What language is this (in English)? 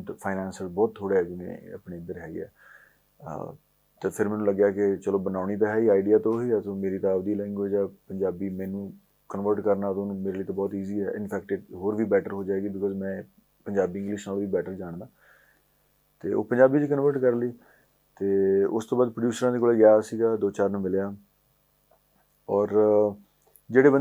Punjabi